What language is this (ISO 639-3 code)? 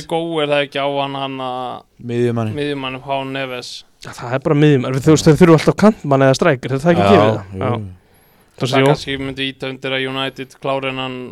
isl